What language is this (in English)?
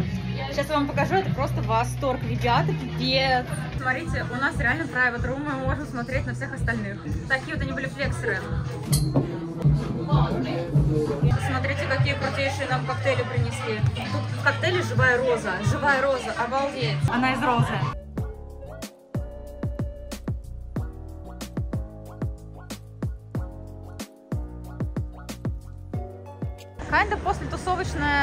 Russian